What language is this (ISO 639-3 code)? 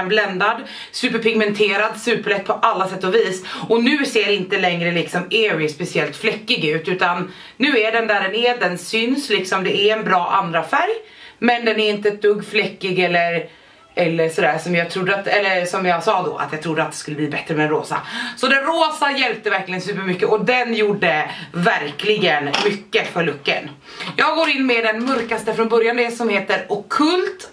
swe